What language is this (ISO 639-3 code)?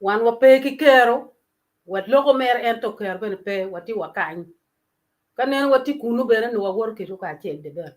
ach